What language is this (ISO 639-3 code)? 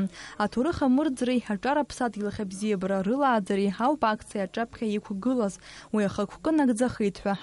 abk